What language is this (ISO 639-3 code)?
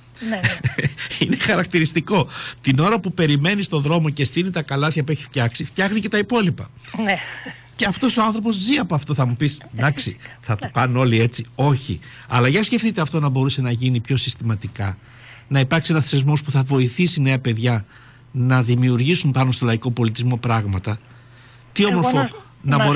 ell